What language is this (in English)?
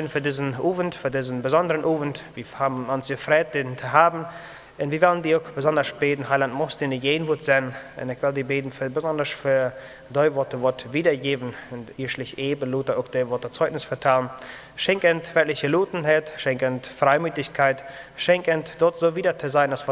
Plautdietsch